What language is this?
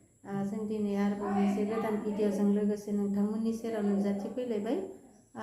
Bodo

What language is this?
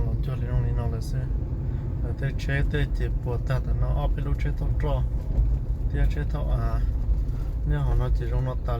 Hmong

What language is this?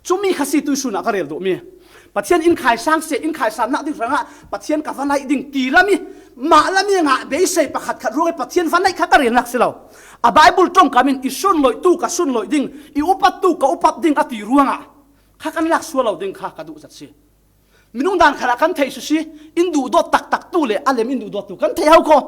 Falam Chin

